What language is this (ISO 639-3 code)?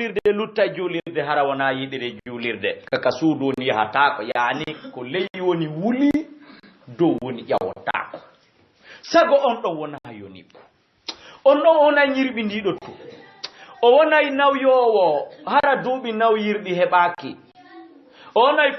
ful